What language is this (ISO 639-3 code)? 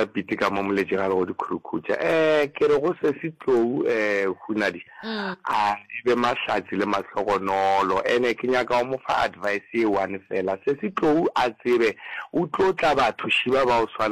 nso